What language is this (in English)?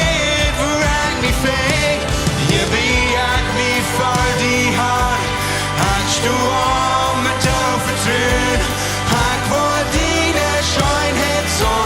Plautdietsch